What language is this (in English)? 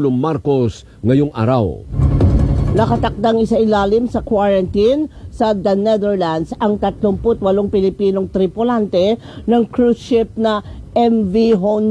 Filipino